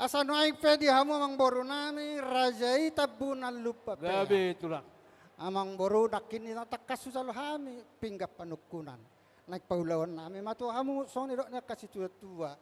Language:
Batak Toba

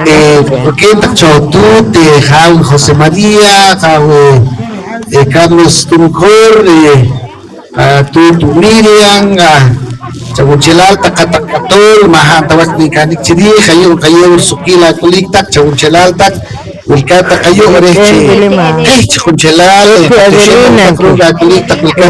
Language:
Poqomchi'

